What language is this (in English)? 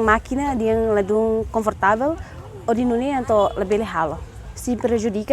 Tetum